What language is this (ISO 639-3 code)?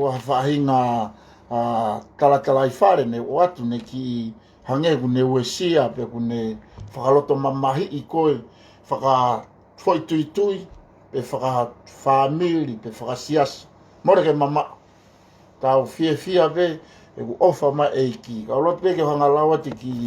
ton